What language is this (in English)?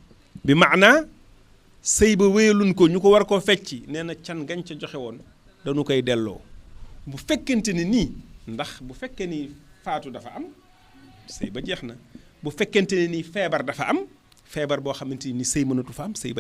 Wolof